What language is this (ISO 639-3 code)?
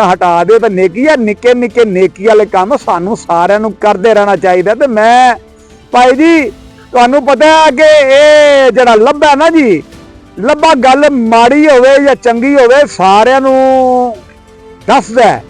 lah